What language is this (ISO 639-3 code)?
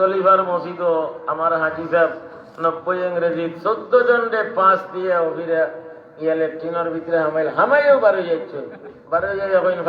syl